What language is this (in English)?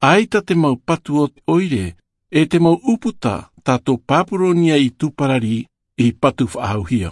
Tahitian